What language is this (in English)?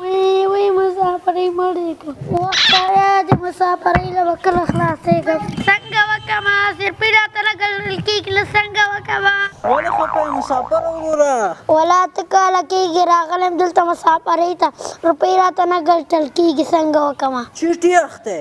Pashto